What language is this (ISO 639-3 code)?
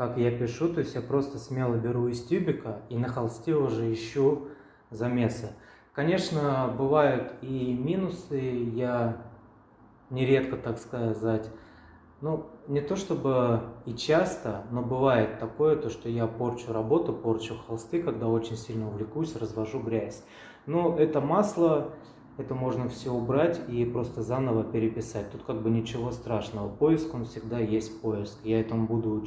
rus